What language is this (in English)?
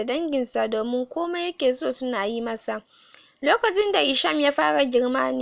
Hausa